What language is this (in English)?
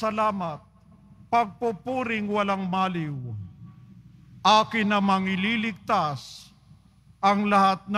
Filipino